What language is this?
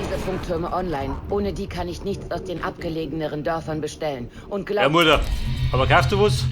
Bavarian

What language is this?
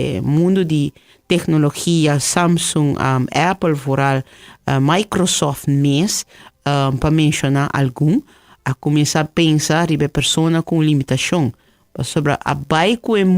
Papiamento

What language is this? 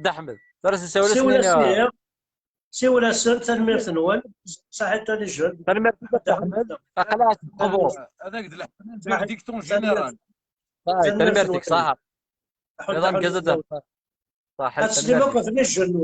Kabyle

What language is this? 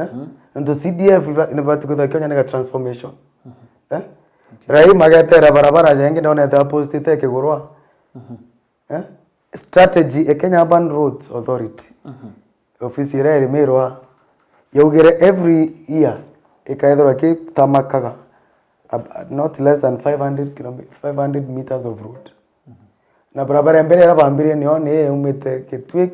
Meru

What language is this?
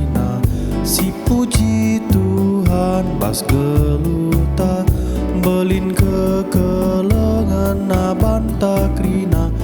Batak Karo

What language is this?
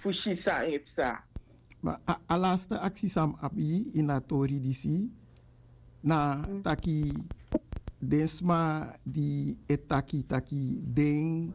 Sranan Tongo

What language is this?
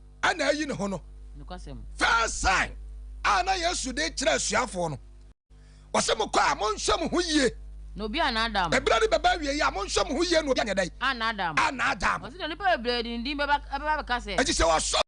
Akan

